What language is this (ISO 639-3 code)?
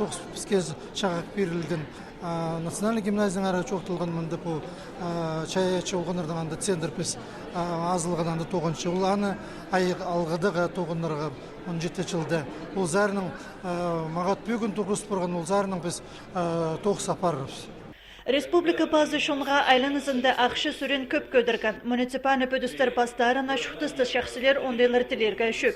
kjh